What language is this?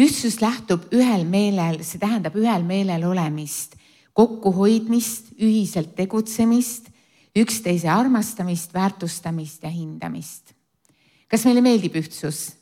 Estonian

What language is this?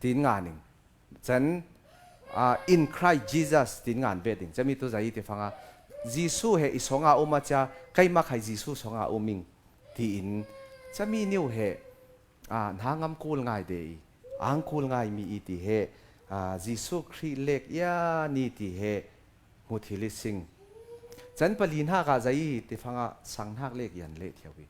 Falam Chin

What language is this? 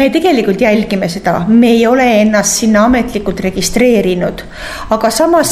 Estonian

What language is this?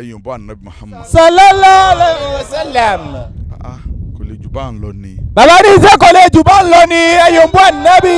Yoruba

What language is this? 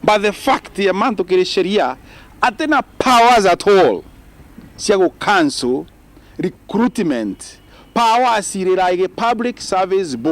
Meru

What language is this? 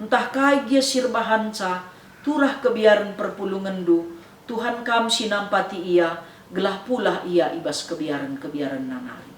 Batak Karo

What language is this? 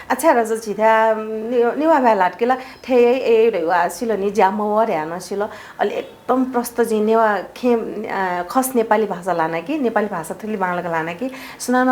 Newari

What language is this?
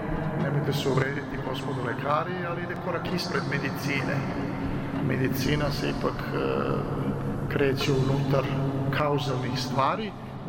Serbian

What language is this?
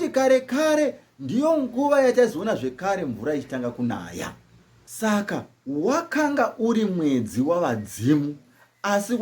Shona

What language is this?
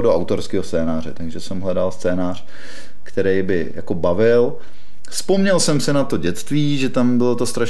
Czech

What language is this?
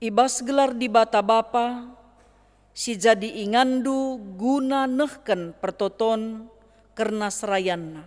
Batak Karo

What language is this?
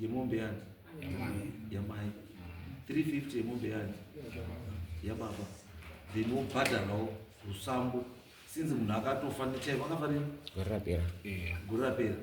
Shona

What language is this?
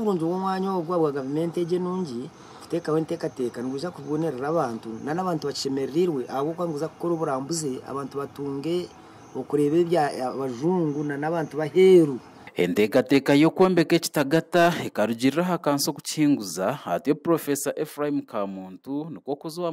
Nyankole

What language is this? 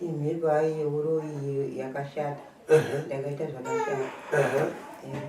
Shona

